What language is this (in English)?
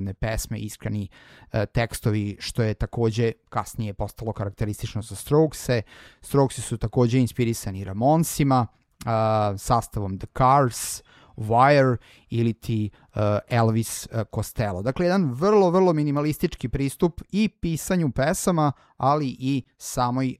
Serbian